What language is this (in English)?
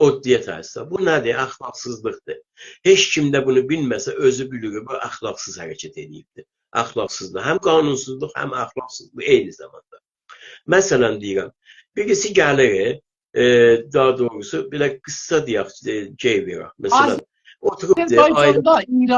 South Azerbaijani